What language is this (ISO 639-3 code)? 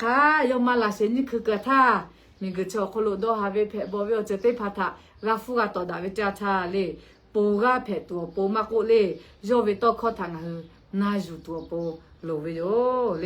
lhu